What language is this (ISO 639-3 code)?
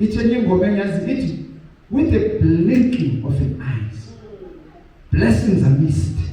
zul